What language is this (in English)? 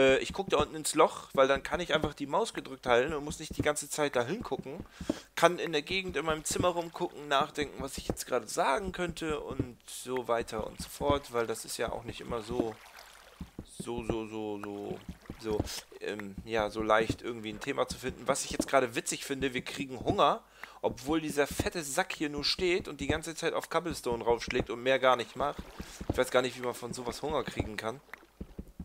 German